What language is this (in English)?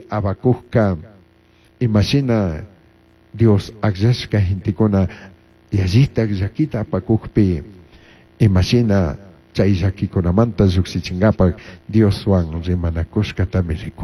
Chimborazo Highland Quichua